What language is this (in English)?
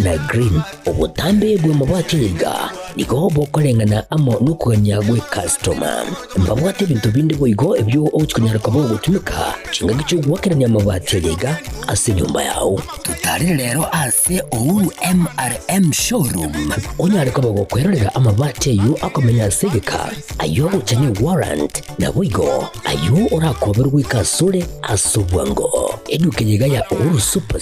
Gusii